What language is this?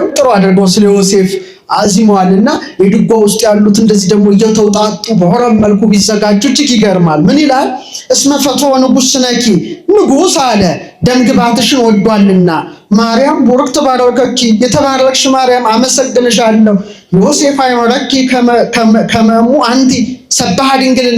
Amharic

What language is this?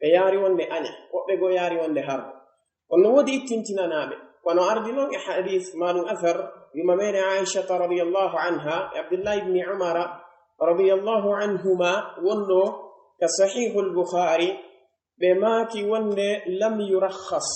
Pular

